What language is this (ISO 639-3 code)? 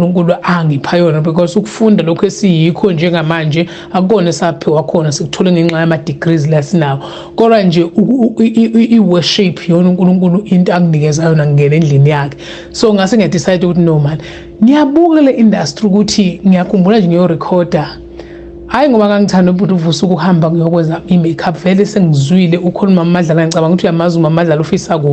zul